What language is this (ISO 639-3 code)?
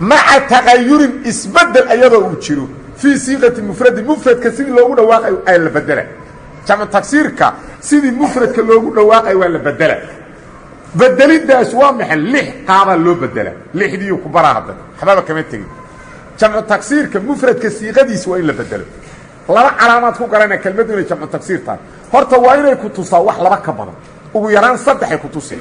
som